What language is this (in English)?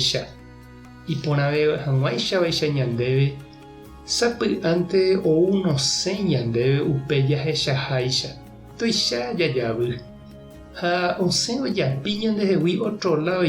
Guarani